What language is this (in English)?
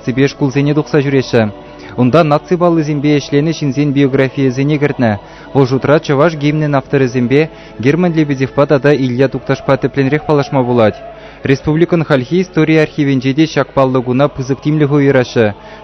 Chuvash